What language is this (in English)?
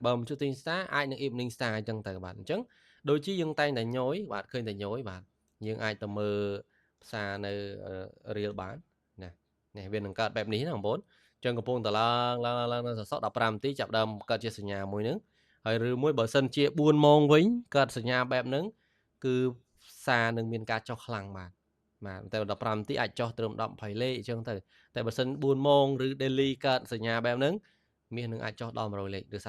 Khmer